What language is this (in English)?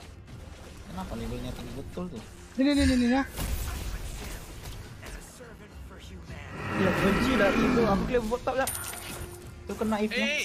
Malay